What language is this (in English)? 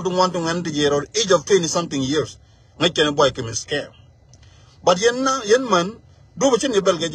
Nuer